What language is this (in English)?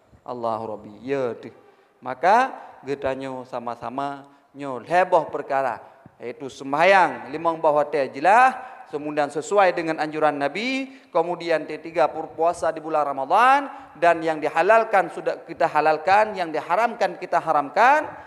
Achinese